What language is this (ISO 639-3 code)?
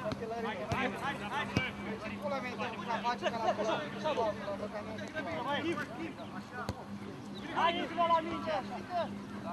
ron